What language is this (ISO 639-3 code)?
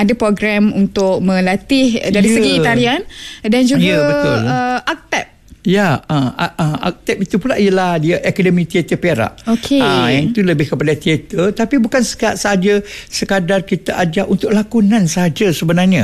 msa